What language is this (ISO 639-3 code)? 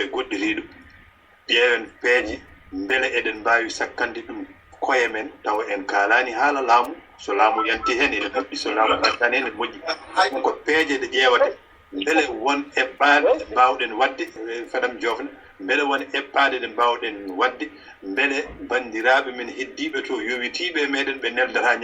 ful